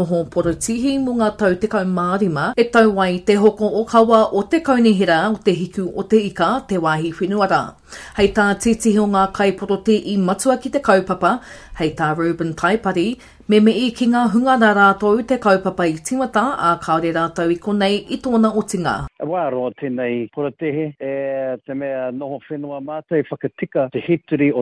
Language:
Māori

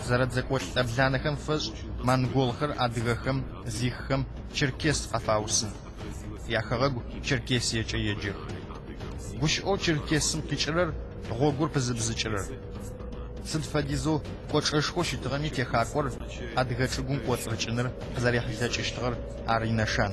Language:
Adyghe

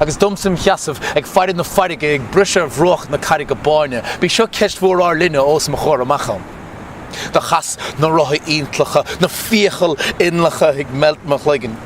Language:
Irish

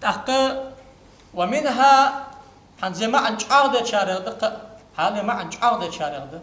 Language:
Ingush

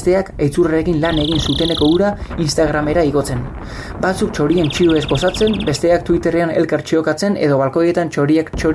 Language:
Basque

